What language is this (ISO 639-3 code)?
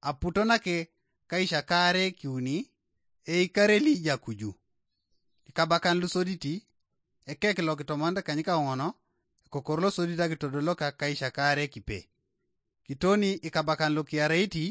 teo